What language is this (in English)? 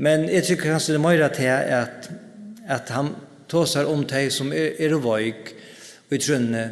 Faroese